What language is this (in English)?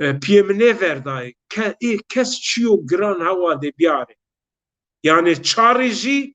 Zaza